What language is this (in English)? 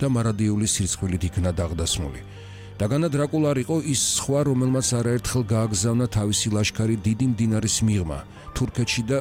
Georgian